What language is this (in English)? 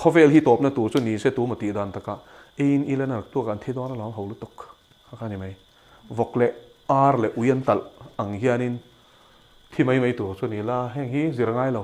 Mizo